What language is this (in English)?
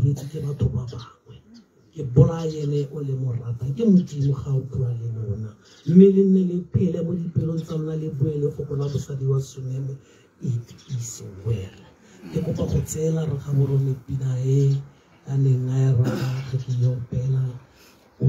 Tswana